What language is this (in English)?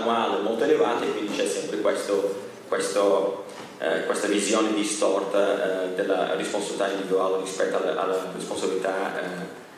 Italian